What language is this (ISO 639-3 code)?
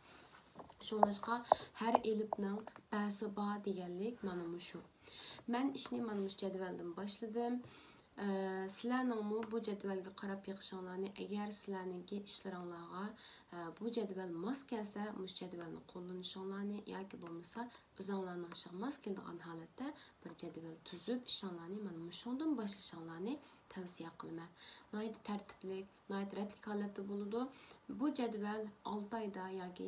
uig